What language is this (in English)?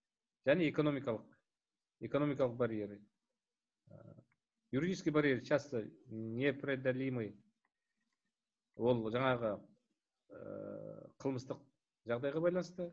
Kazakh